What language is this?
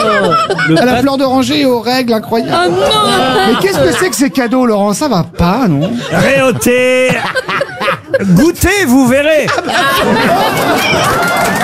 French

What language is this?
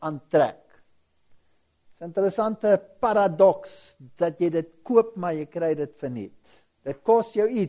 Afrikaans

